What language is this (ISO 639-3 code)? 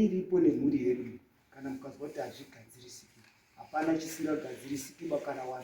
sna